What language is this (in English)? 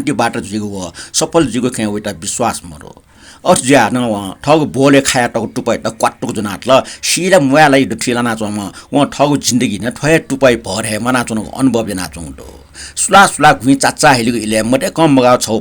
Newari